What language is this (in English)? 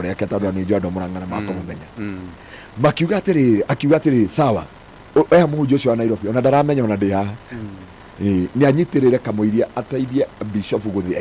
Kikuyu